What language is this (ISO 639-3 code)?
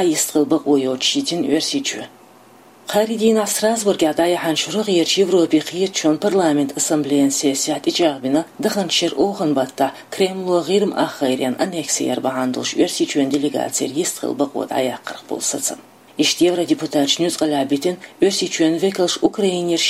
che